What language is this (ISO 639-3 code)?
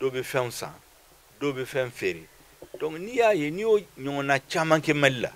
bam